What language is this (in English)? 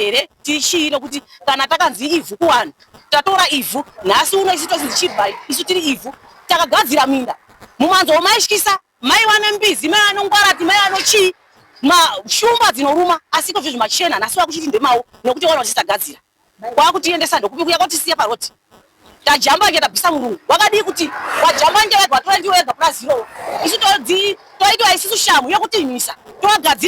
Shona